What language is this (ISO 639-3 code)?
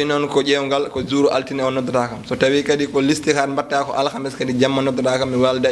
ful